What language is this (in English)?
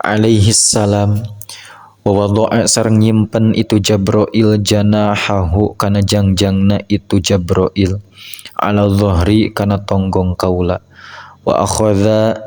Sundanese